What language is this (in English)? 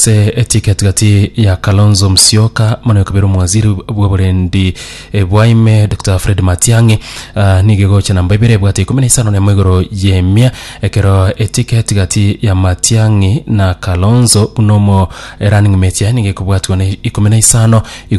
Gusii